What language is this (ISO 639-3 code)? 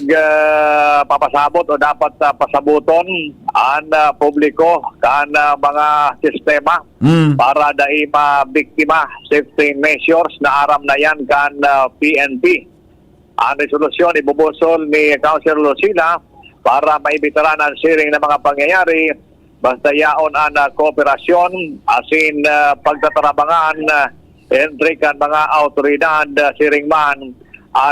bik